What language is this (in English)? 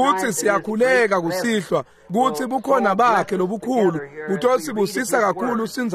Swati